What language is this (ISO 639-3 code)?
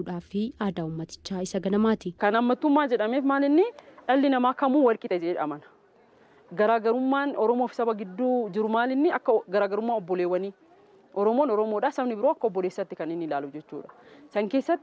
orm